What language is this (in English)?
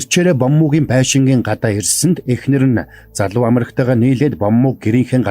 Mongolian